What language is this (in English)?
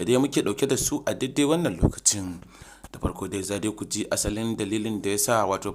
Hausa